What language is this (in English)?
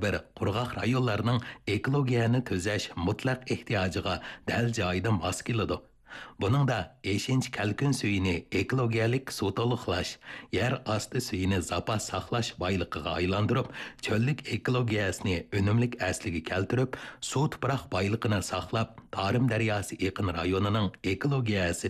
Uyghur